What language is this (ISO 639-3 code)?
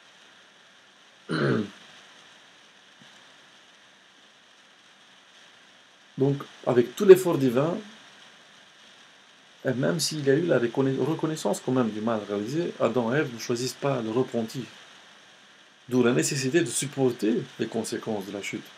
fra